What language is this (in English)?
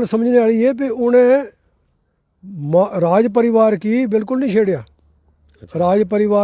Dogri